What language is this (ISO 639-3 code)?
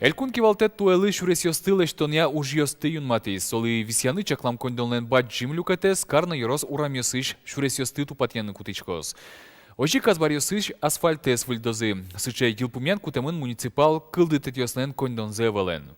udm